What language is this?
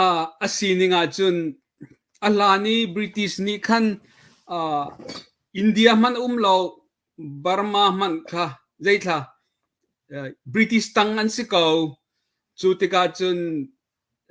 Hakha Chin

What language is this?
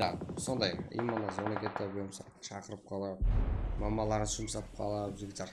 Kara-Kalpak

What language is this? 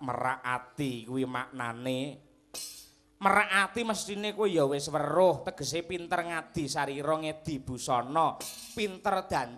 Javanese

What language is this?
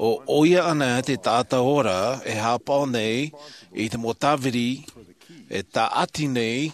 Tahitian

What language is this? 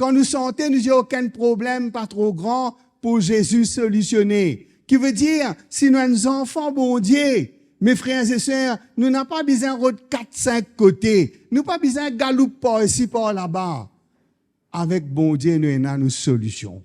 Morisyen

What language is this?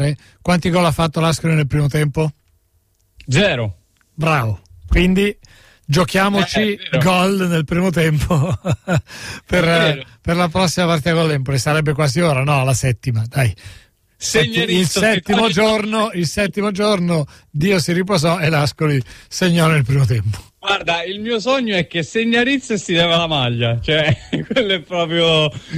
Italian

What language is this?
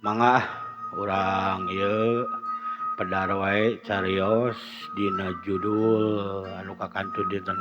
Sundanese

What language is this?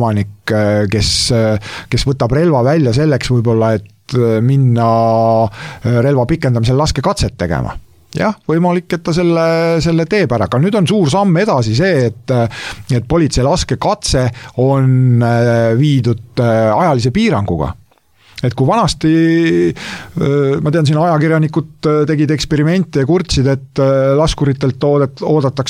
Estonian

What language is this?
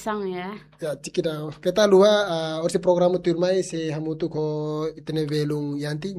Tetum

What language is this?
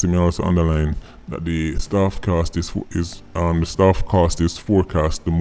Jamaican Creole English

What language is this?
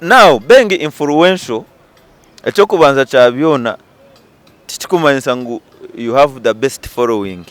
Nyankole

